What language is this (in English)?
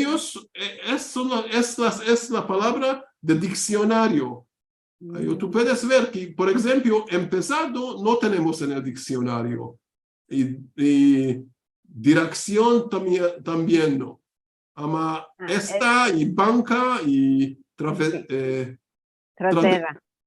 Ladino